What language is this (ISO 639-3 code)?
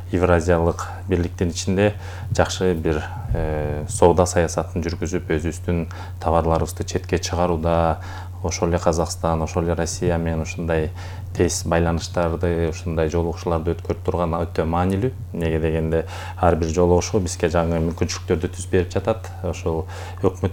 kir